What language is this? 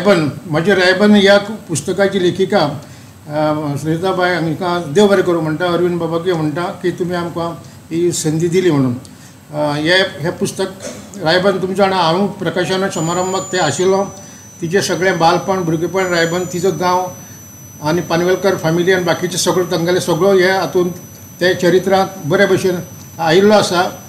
Konkani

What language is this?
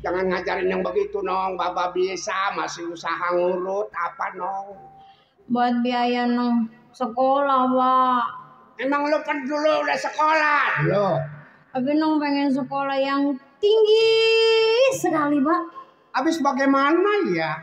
Betawi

